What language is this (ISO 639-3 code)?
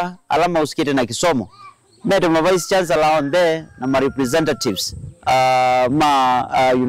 kam